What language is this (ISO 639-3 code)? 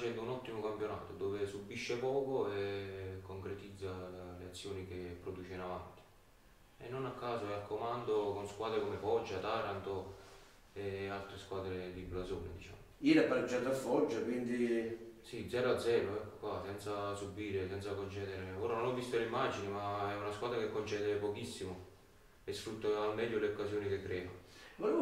ita